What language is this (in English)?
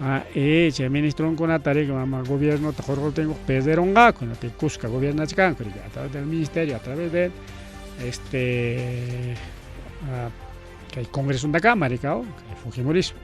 Ayacucho Quechua